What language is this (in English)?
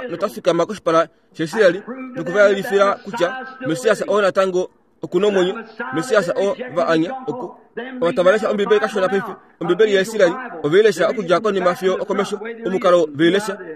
Kuanyama